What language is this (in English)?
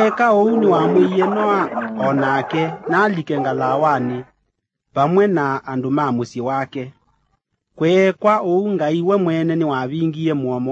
Kamba